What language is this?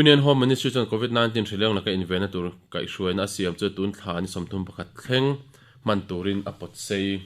Mizo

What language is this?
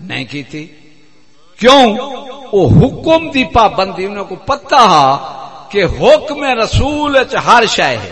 Saraiki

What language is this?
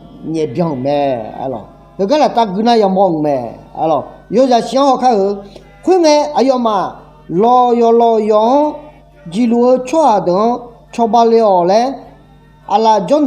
Akha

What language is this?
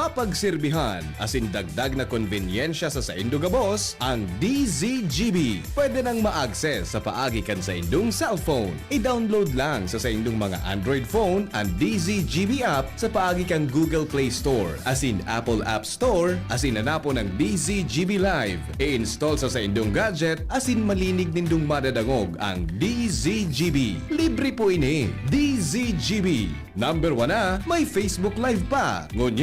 Bikol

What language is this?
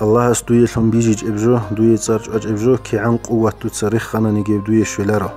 Avaric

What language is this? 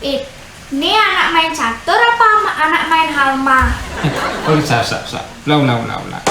Balinese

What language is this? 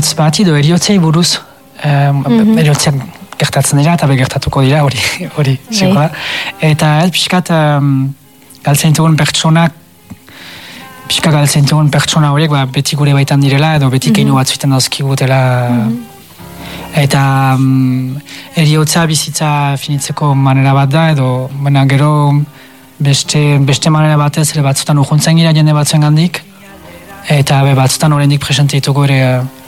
Basque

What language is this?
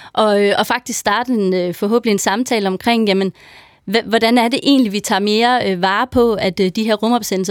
Danish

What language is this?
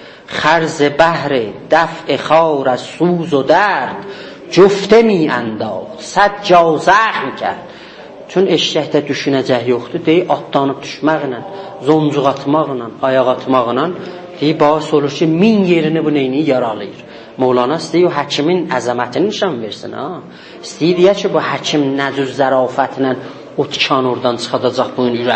South Azerbaijani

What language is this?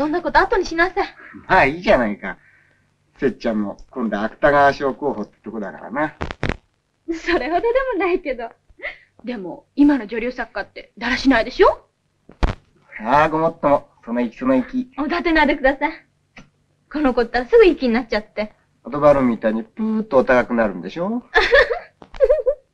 Japanese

